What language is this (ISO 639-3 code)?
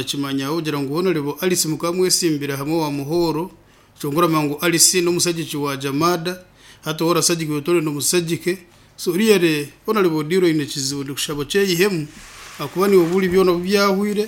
nyn